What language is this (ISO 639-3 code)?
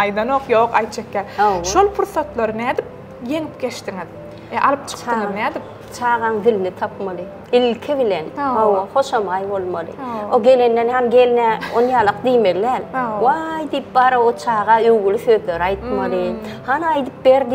tuk